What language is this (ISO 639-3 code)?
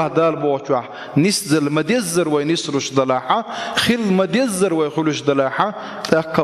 che